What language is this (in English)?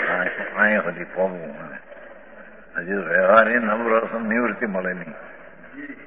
Gujarati